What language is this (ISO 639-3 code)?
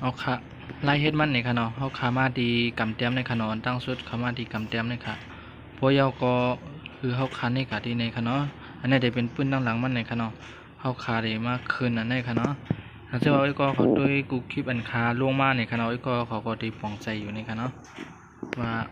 shn